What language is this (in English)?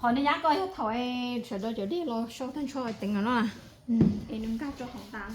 Hmong